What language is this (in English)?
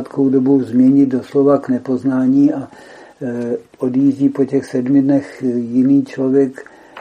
Czech